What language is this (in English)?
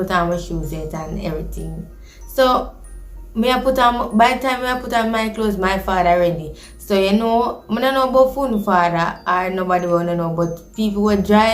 Jamaican Creole English